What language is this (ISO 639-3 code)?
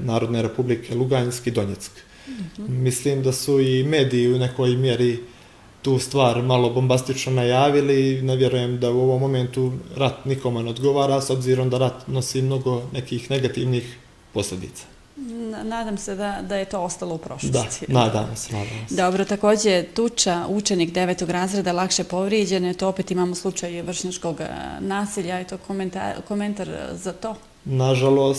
bos